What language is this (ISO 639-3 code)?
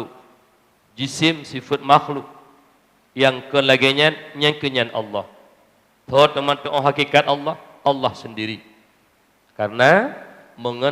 ace